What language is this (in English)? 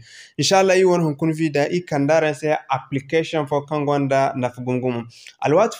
Zarma